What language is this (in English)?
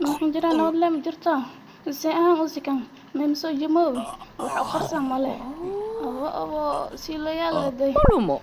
Somali